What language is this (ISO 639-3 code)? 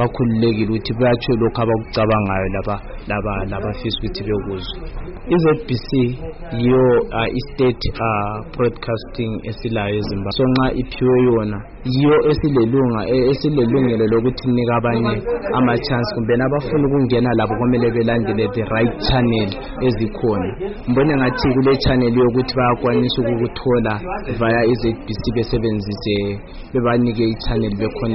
nde